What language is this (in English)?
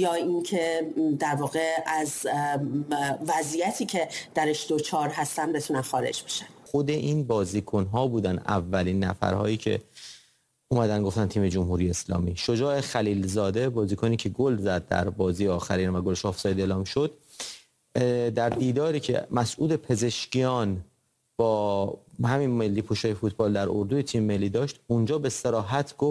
Persian